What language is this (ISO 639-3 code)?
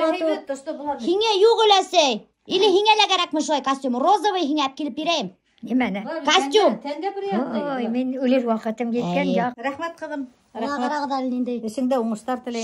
bak